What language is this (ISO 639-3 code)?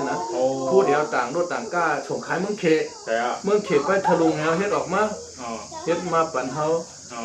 shn